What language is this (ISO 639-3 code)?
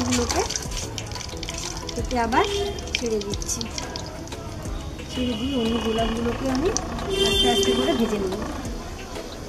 ben